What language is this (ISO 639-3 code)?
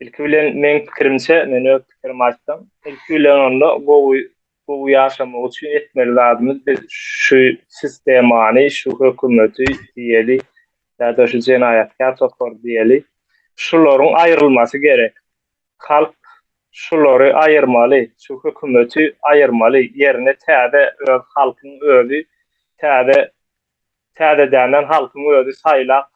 tuk